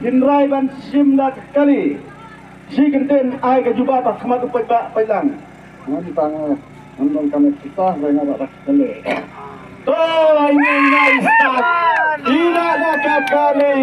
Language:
Khasi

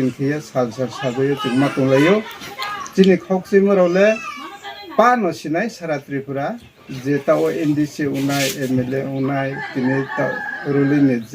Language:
Riang (India)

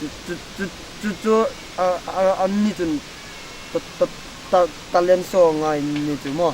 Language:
Hmar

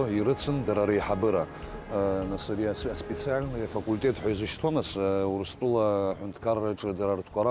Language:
Abkhazian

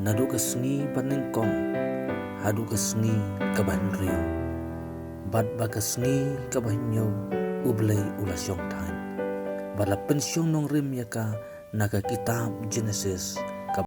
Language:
Khasi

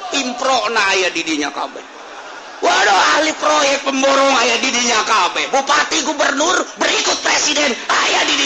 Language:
Sundanese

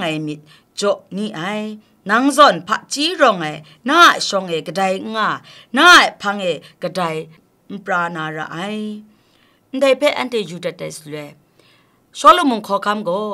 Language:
Kachin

